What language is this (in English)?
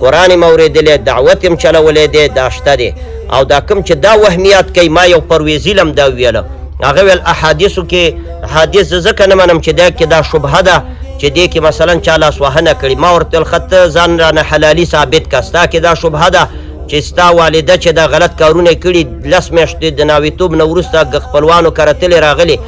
Pashto